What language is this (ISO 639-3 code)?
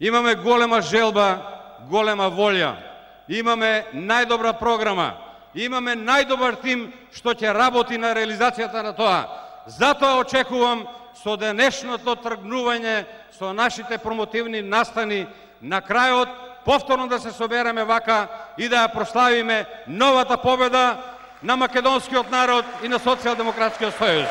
mkd